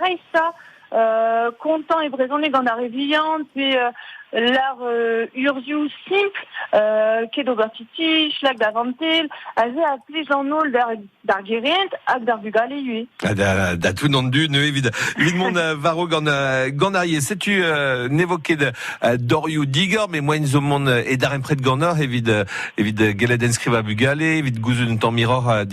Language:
Breton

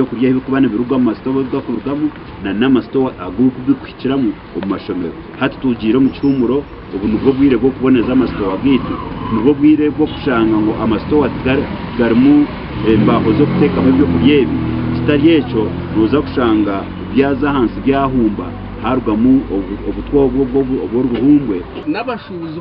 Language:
Nyankole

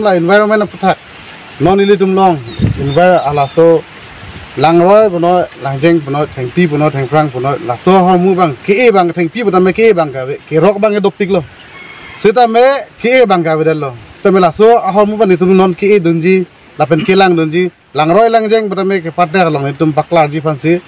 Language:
Karbi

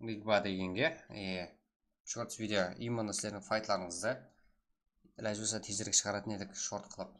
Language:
Kara-Kalpak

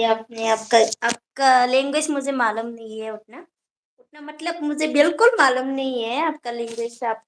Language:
Bodo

